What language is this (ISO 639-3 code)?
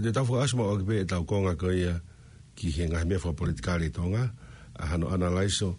ton